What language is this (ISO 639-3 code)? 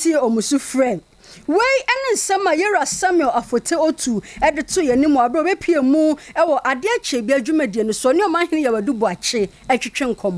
aka